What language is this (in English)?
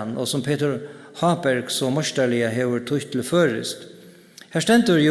Faroese